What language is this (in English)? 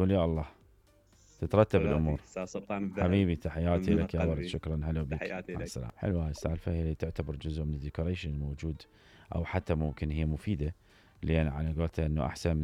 Mesopotamian Arabic